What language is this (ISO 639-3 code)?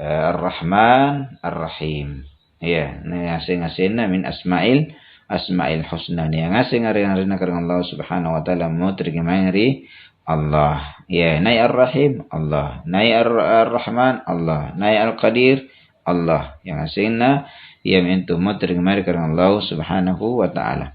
mak